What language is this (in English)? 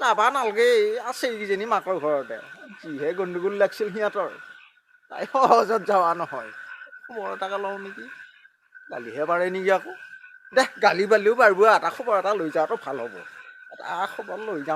Assamese